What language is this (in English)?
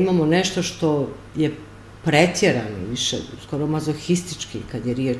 Serbian